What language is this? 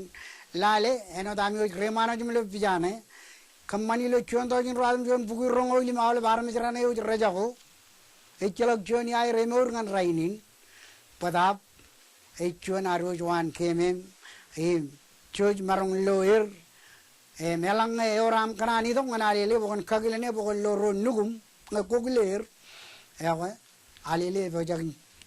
Marshallese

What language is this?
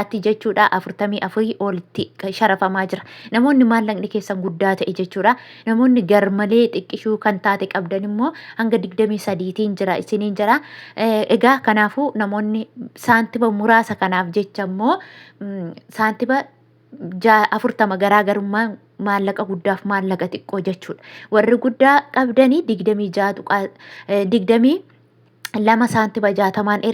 Oromo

